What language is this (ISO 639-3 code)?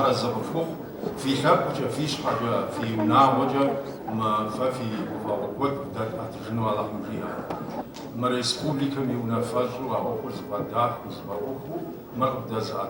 kbd